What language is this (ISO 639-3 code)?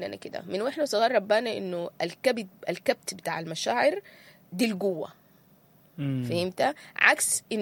apd